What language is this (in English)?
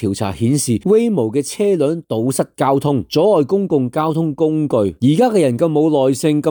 Cantonese